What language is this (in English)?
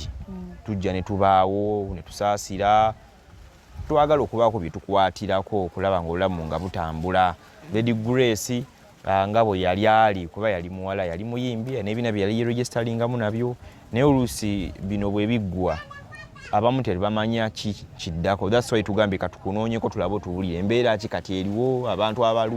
Ganda